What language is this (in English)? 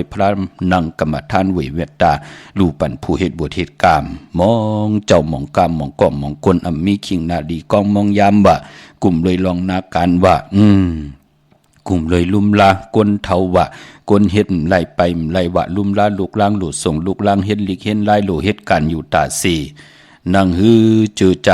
Shan